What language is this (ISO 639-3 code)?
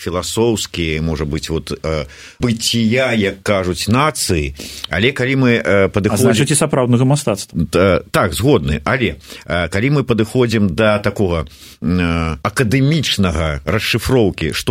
bel